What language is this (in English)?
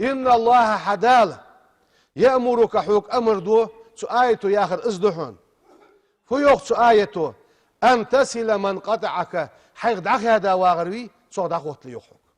Ingush